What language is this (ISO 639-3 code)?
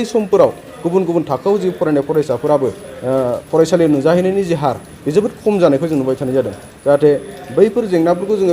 brx